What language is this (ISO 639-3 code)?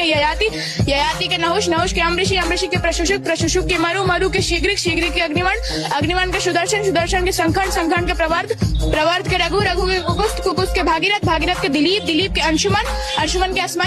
mai